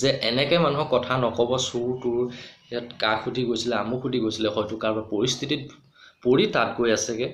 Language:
Assamese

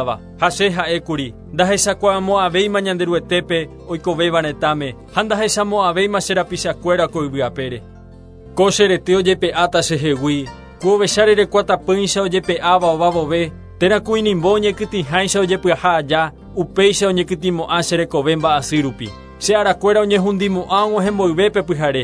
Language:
Guarani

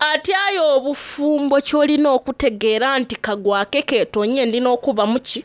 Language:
Soga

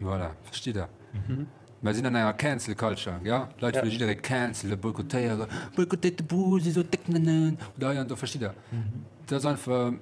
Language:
Luxembourgish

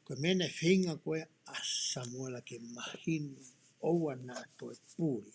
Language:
Tongan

